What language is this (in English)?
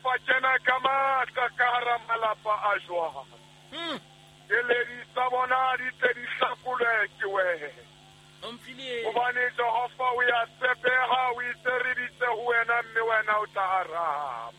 Southern Sotho